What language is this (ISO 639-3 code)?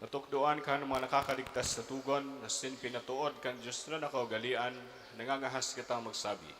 bik